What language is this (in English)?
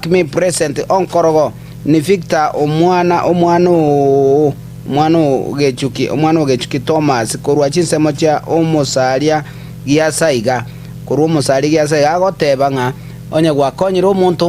Gusii